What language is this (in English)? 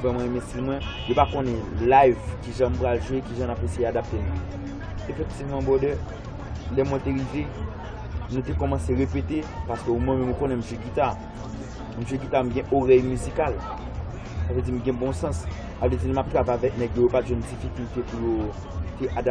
Haitian Creole